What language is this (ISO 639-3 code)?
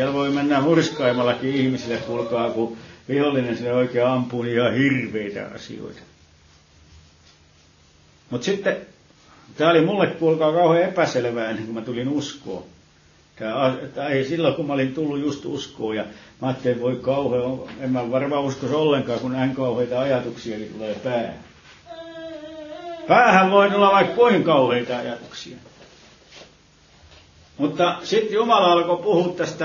fin